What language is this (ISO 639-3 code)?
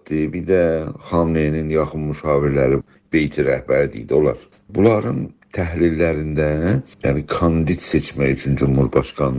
azb